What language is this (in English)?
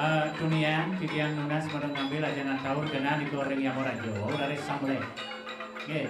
Balinese